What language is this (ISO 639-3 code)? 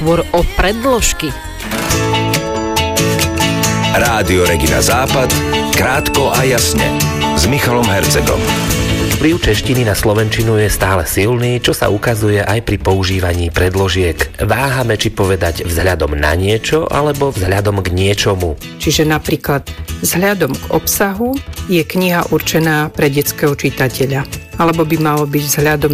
slk